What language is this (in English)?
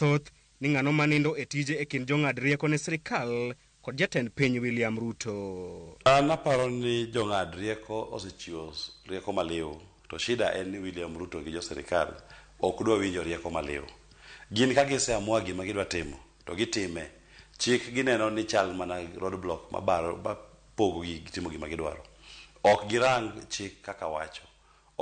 Luo (Kenya and Tanzania)